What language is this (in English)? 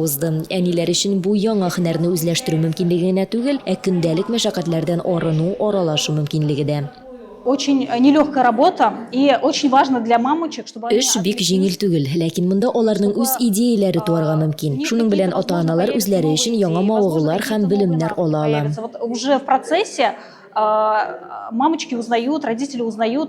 Tatar